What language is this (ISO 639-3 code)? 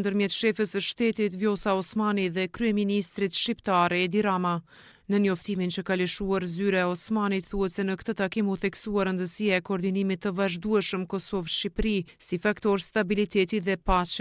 sqi